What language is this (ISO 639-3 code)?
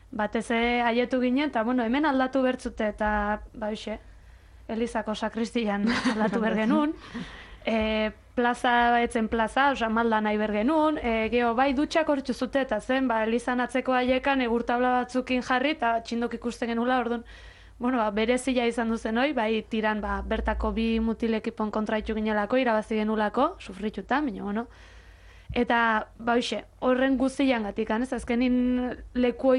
eus